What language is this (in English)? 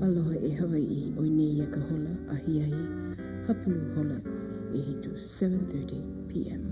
Hawaiian